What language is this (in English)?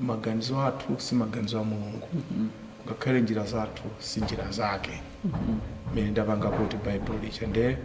Nyanja